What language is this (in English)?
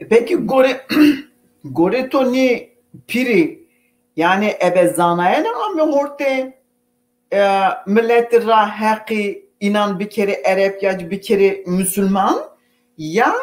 Zaza